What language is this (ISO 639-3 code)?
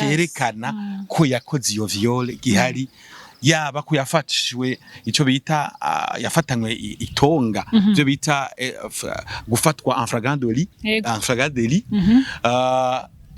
run